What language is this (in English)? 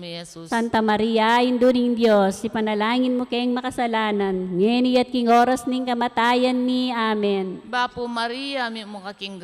Pampanga